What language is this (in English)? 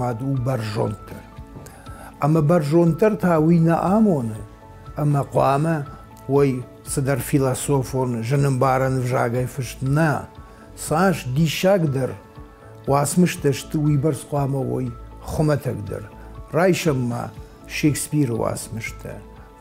Ossetic